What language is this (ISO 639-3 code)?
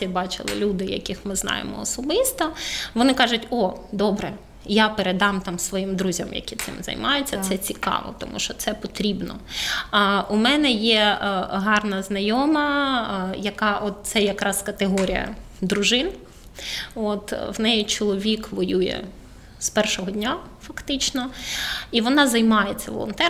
ukr